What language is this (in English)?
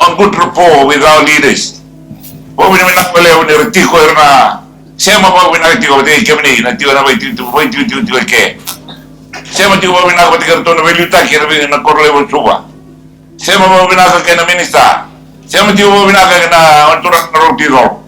Fijian